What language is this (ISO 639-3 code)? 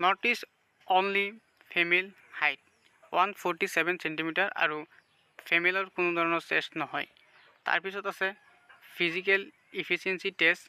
asm